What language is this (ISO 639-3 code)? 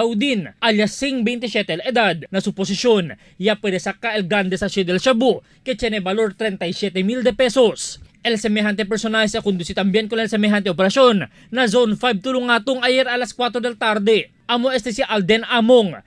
cbk